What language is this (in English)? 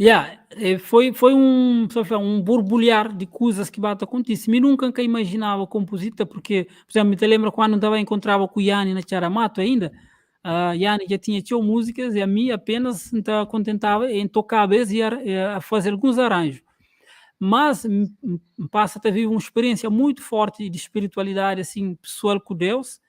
Kabuverdianu